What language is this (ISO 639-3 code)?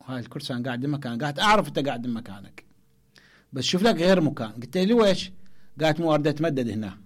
acm